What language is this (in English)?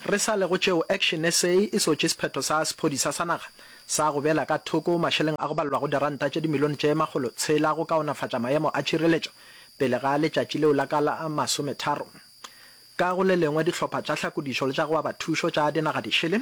Northern Sotho